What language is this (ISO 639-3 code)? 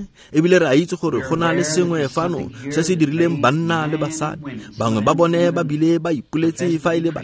tsn